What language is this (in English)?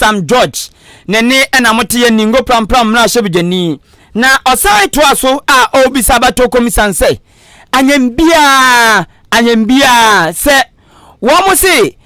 Akan